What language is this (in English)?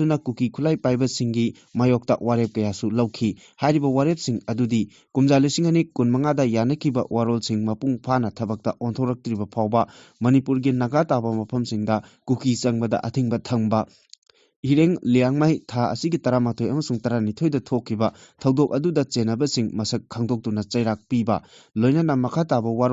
Manipuri